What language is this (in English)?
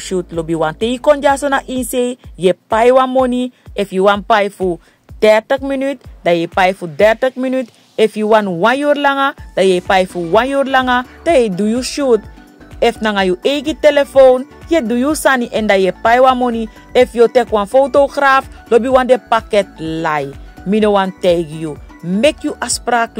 Saramaccan